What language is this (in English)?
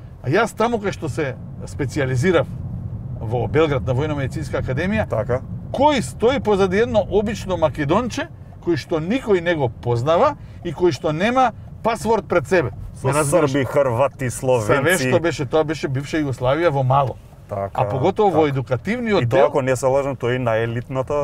Macedonian